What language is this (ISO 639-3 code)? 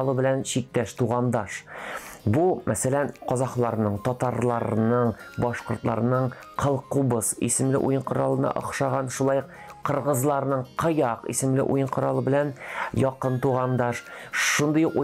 tat